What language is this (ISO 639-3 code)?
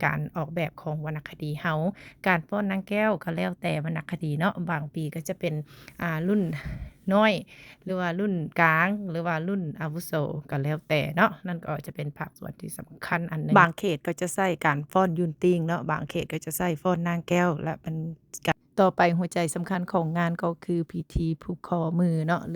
lao